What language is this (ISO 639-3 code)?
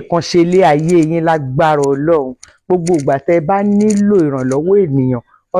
yor